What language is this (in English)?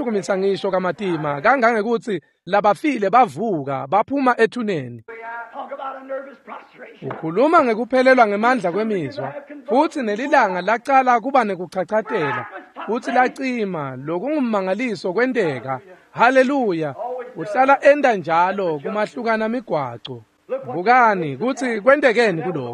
Swati